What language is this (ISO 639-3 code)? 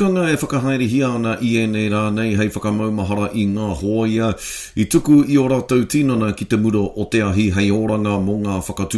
mri